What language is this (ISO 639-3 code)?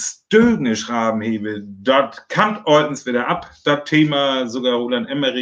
frr